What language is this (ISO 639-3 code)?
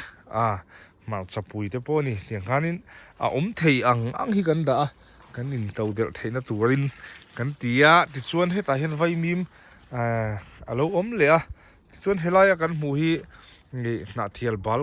lus